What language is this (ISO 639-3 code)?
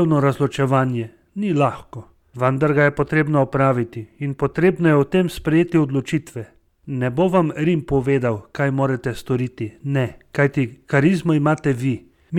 slv